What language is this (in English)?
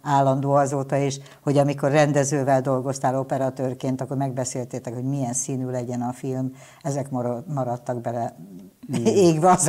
Hungarian